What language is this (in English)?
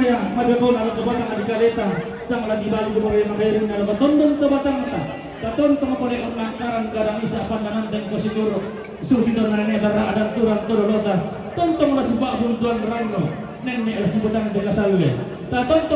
Toraja-Sa'dan